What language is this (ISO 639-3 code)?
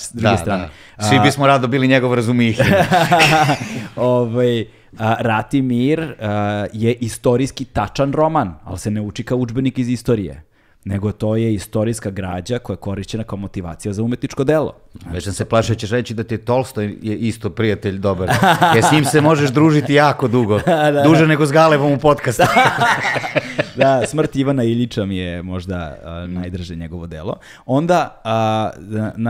srp